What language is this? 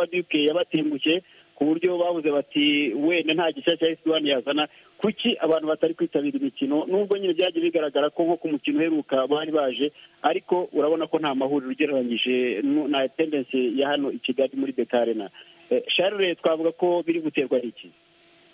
Kinyarwanda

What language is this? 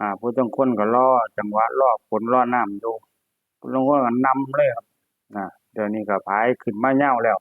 Lao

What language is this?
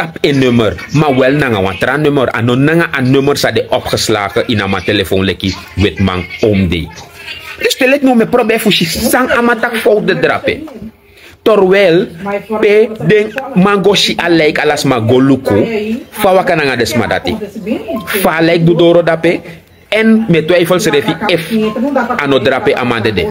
Sranan Tongo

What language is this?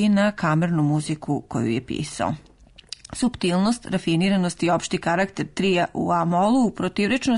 Serbian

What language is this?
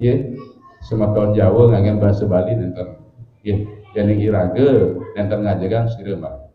Balinese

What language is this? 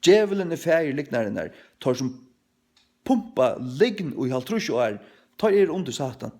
Faroese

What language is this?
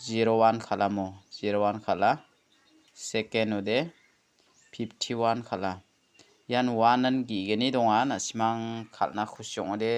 Garo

